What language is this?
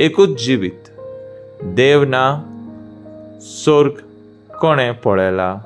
Konkani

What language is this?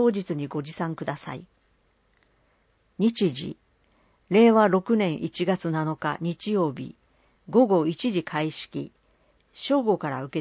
Japanese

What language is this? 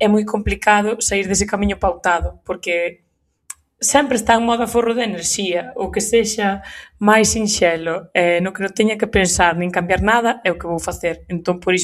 Galician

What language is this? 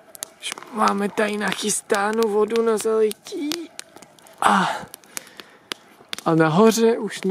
Czech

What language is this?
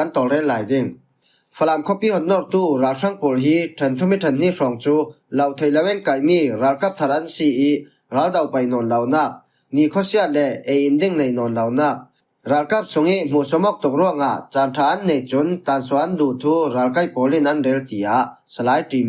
Falam Chin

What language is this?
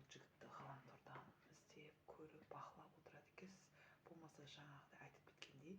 Kazakh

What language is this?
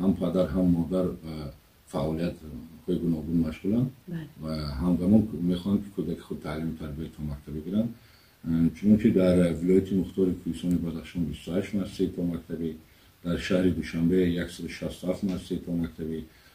Tajik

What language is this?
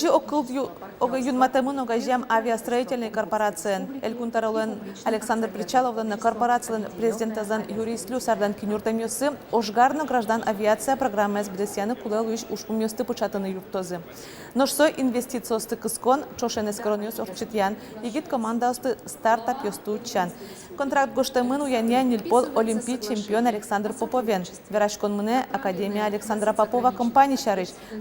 Udmurt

